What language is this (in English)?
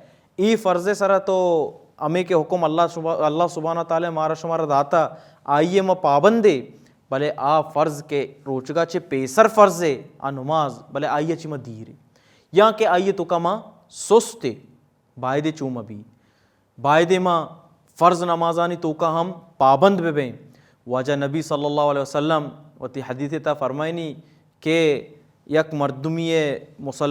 Baluchi